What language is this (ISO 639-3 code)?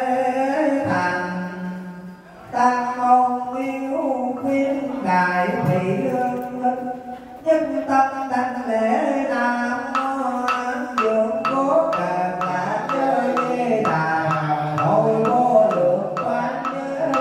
vie